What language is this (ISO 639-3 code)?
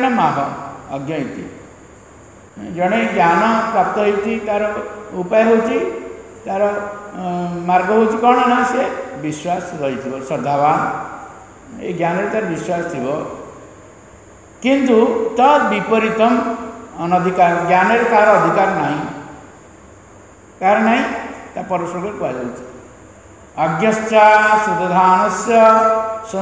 ori